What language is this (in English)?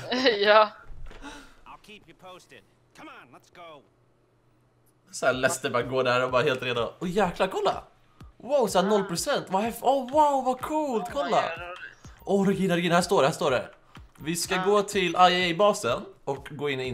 Swedish